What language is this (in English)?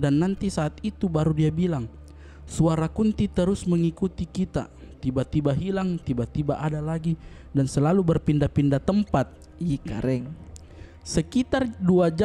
Makassar Malay